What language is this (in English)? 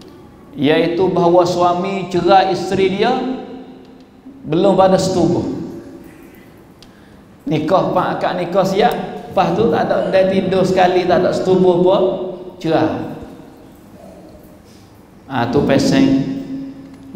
Malay